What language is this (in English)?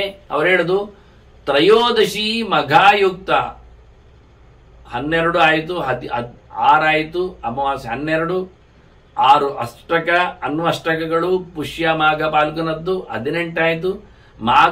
Kannada